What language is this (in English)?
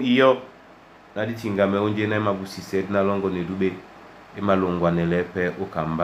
Duala